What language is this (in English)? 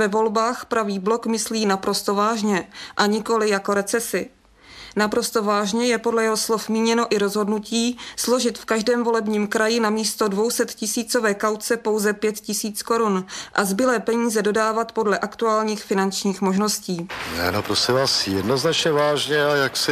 Czech